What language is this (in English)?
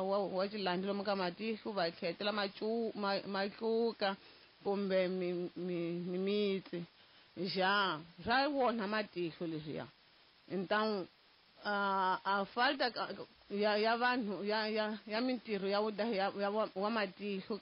Tsonga